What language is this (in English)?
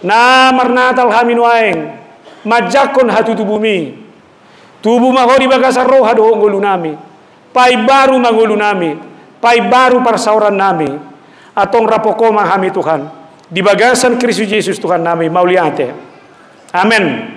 Batak Toba